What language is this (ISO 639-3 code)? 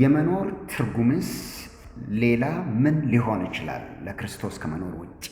amh